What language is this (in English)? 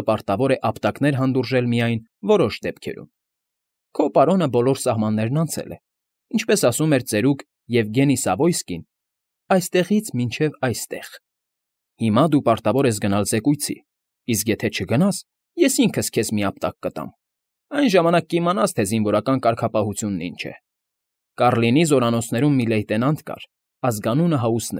Armenian